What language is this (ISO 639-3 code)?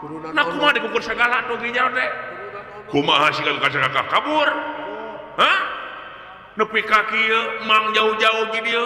sun